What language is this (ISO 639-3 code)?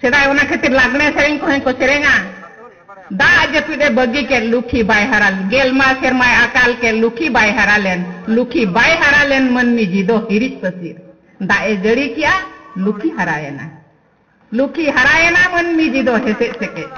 sat